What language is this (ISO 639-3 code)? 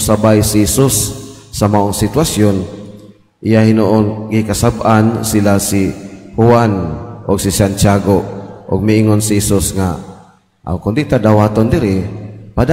ceb